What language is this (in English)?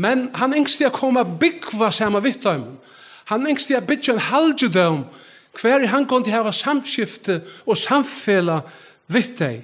Faroese